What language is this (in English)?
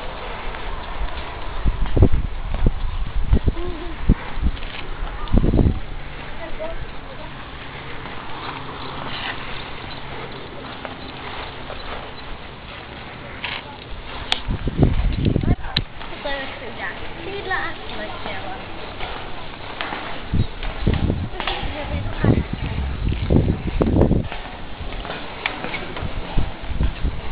Czech